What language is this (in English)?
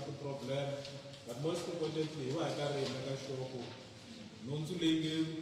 Tsonga